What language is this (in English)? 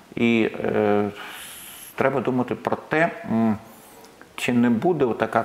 Ukrainian